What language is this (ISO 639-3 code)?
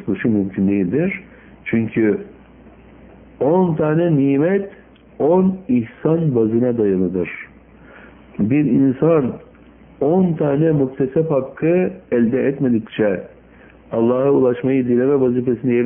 tur